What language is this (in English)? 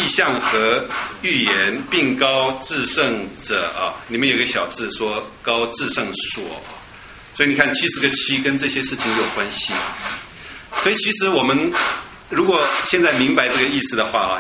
Chinese